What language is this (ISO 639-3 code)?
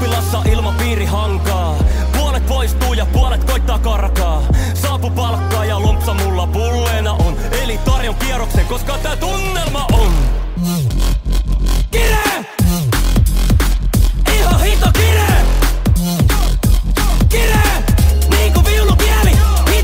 fin